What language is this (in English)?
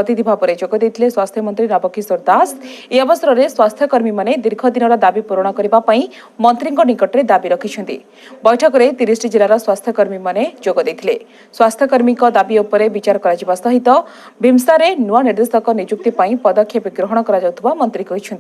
Odia